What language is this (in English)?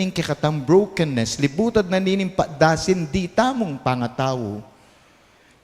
Pampanga